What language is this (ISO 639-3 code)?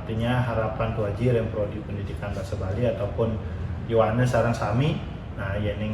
ban